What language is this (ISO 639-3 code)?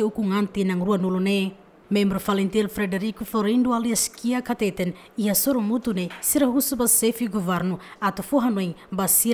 tet